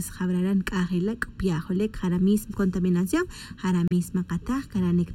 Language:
Tz'utujil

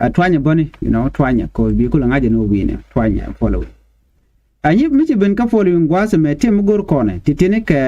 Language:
Nuer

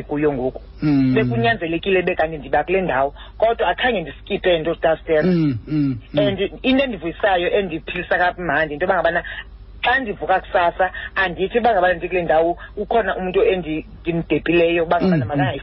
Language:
Xhosa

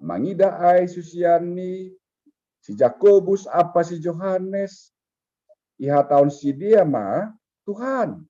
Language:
Batak Simalungun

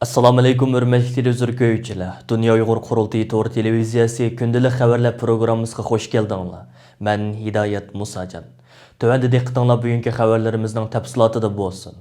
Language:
Uyghur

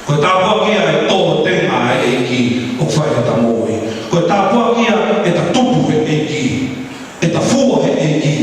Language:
Tongan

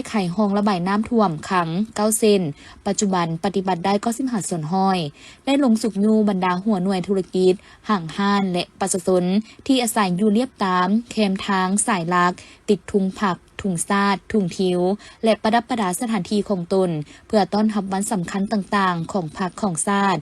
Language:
Lao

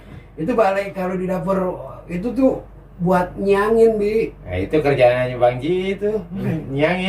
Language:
Betawi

